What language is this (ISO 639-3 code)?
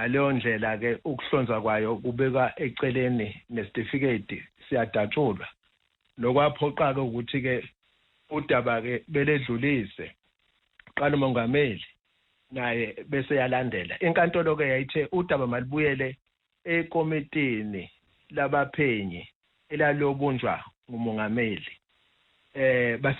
zul